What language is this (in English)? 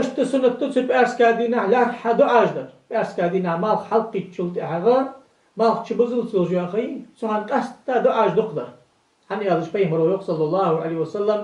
Ingush